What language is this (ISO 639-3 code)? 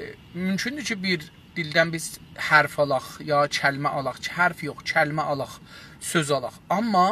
azb